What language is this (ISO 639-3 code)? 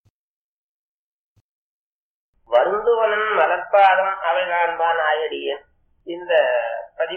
tam